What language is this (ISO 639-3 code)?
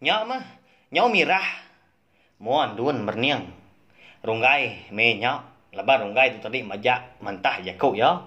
iba